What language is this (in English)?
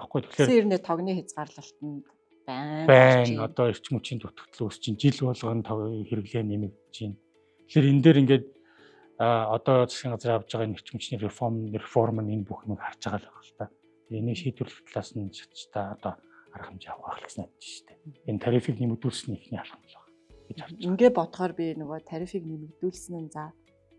Mongolian